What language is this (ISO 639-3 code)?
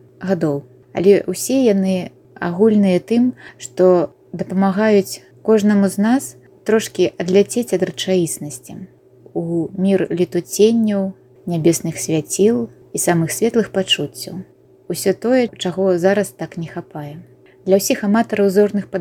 bel